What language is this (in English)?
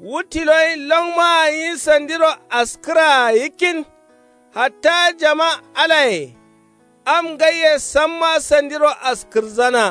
Kanuri